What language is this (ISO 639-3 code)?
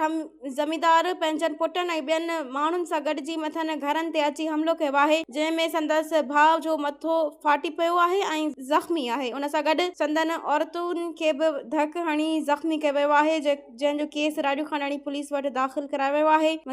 snd